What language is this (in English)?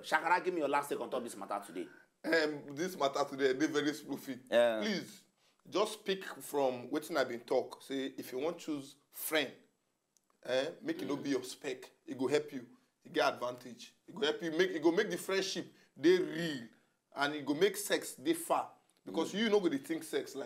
Nigerian Pidgin